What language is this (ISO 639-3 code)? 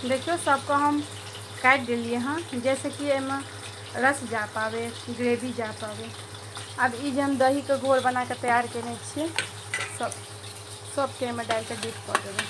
mai